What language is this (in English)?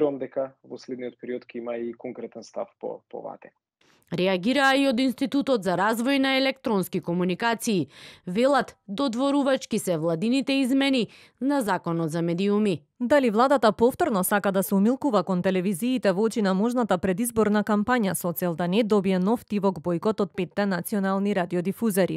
Macedonian